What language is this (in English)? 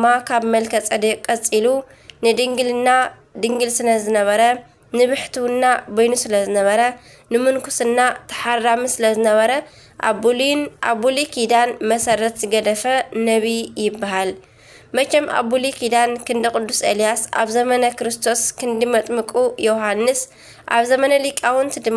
Tigrinya